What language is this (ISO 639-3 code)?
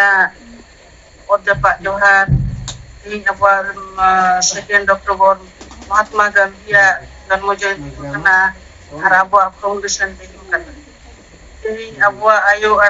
sat